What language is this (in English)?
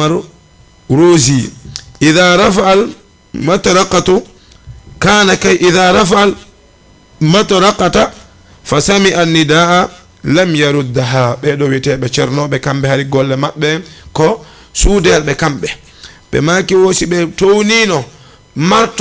Fula